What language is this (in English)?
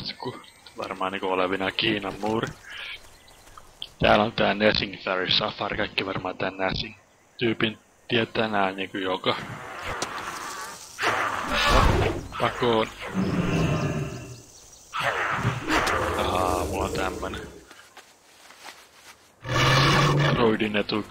Finnish